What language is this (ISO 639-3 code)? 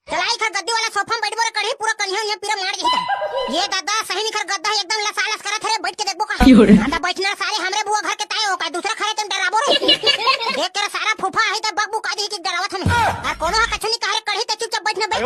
hne